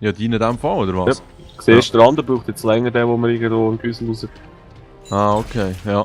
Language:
Swiss German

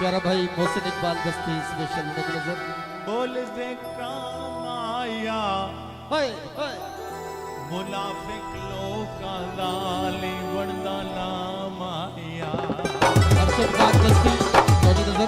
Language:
Saraiki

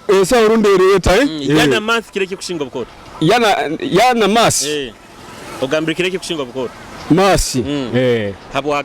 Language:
Nyoro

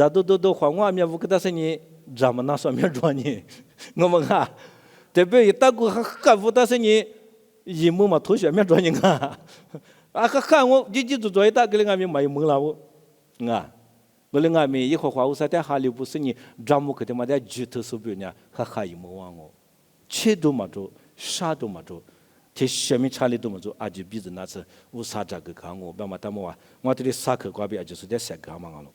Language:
Lisu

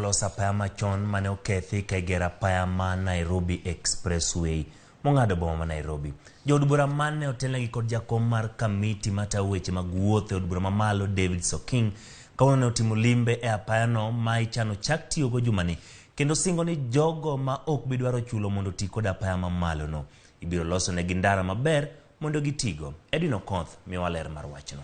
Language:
Luo (Kenya and Tanzania)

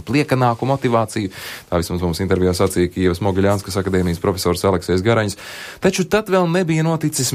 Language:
Latvian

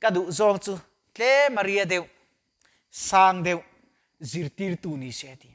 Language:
Mizo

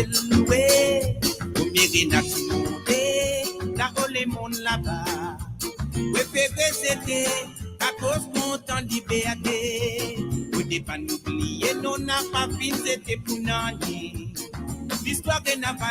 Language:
Morisyen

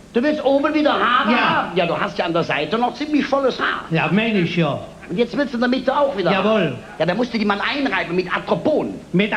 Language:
Colognian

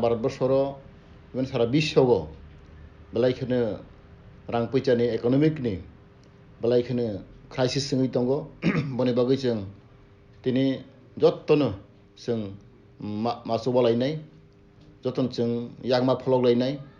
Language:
Kok Borok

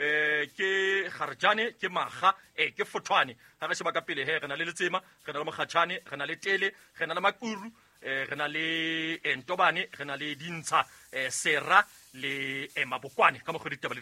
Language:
Southern Sotho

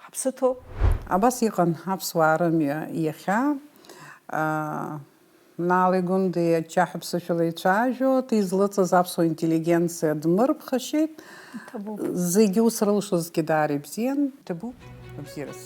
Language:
Abkhazian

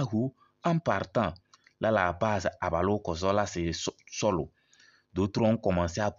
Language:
Kabiyè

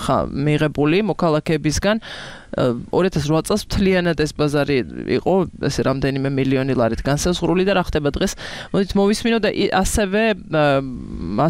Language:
Georgian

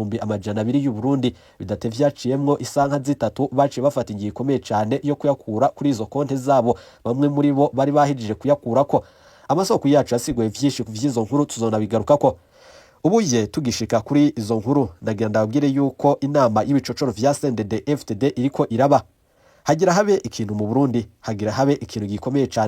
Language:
Rundi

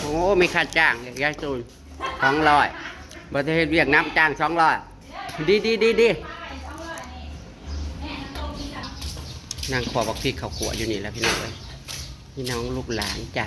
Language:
Northeastern Thai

